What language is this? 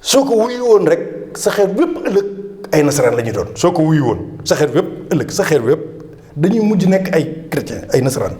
Wolof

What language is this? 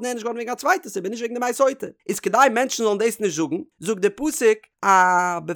Yiddish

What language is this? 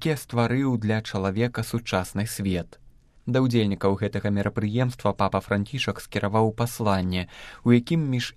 Belarusian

